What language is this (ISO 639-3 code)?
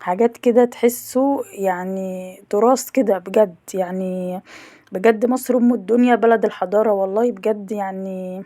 arz